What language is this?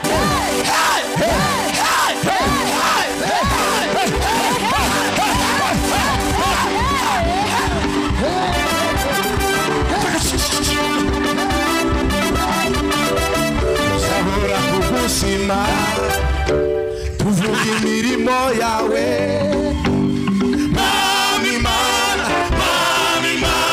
Kinyarwanda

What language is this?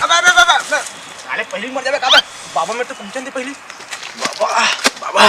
Chhattisgarhi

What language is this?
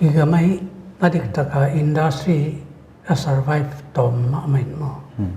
Paite Chin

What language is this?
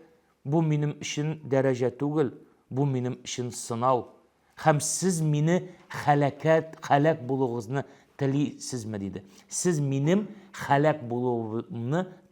Tatar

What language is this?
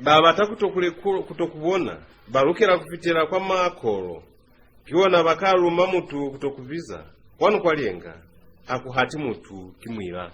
Lozi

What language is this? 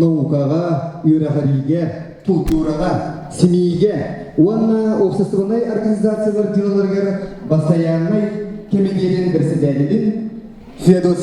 Yakut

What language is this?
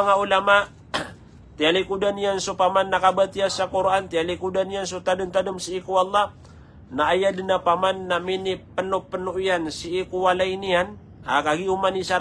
Maranao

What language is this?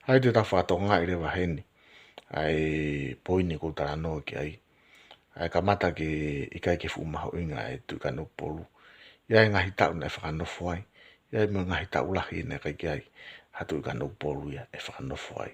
Tongan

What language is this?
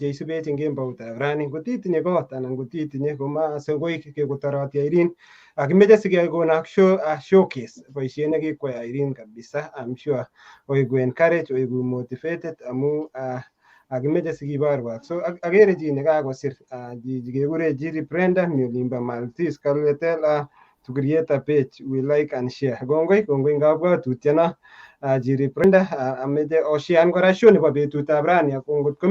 Kalenjin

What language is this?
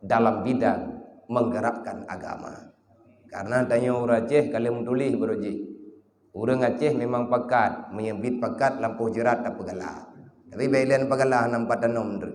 Achinese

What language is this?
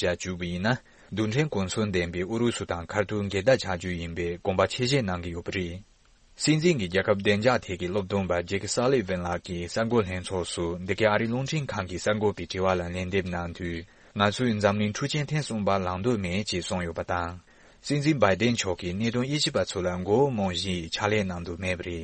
Tibetan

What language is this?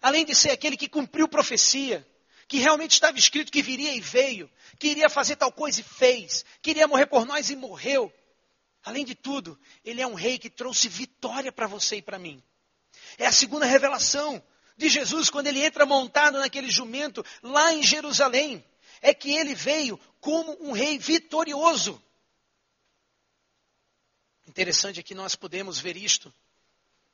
Portuguese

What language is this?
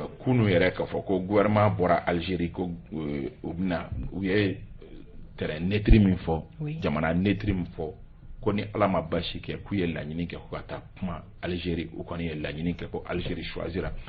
Bambara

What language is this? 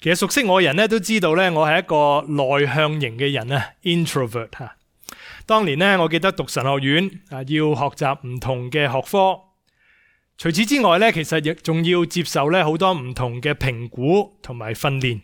Cantonese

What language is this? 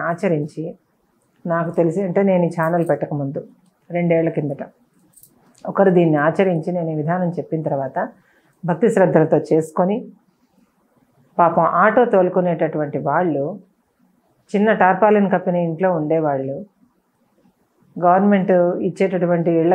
Telugu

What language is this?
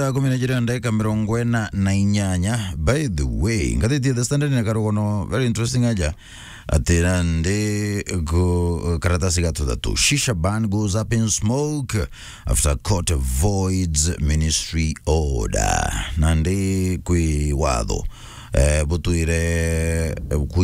Meru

